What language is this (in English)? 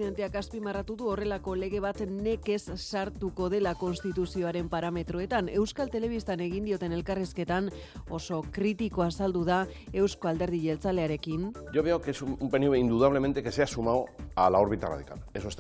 Basque